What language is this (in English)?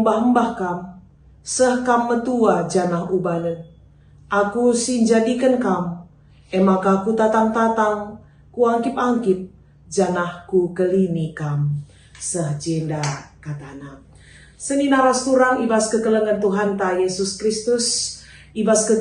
Batak Karo